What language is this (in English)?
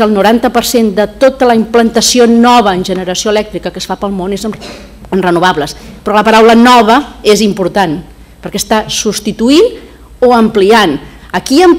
Catalan